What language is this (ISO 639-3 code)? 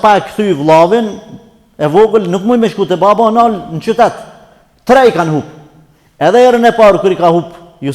sqi